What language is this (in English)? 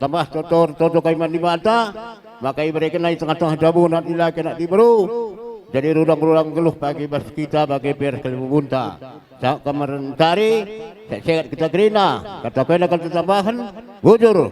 Batak Karo